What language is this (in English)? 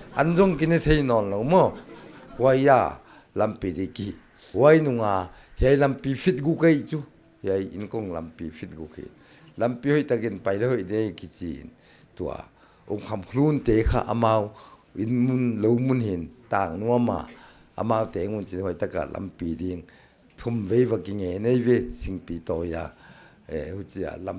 Paite Chin